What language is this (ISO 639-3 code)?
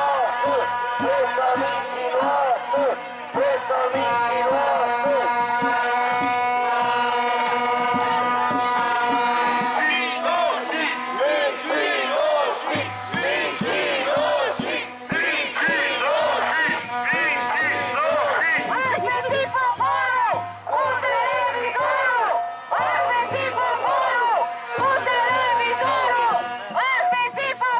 ron